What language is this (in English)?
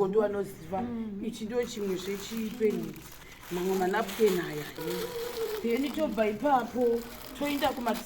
Shona